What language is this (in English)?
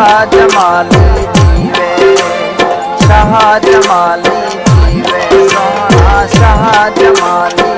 Saraiki